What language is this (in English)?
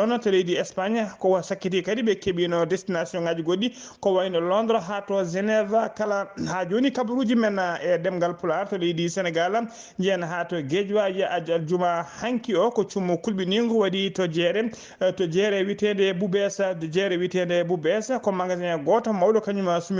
Fula